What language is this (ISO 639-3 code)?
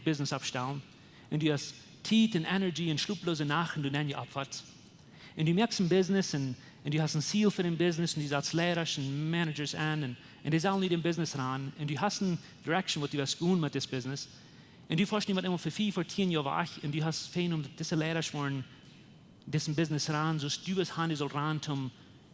pdt